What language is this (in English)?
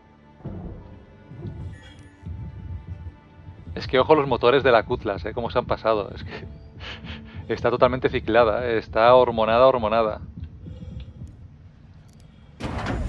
Spanish